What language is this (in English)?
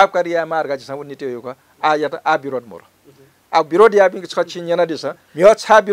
Newari